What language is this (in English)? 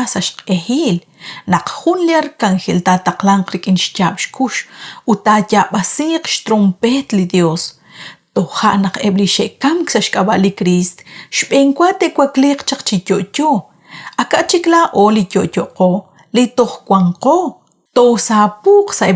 Kekchí